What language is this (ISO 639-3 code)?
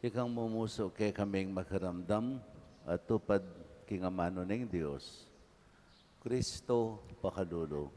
pam